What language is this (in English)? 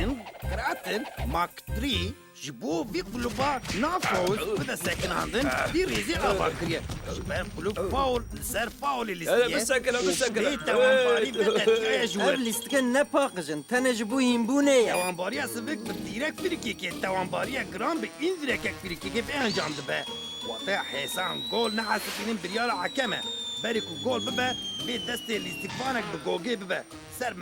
Kurdish